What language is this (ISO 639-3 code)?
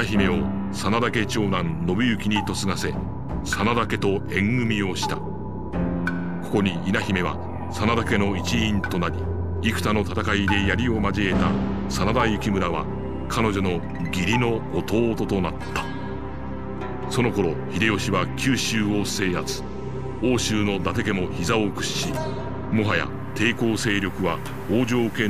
jpn